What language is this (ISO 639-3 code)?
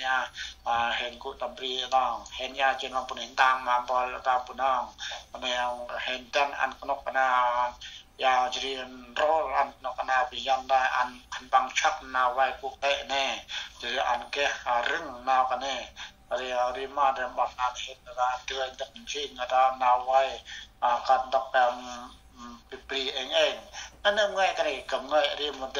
cmo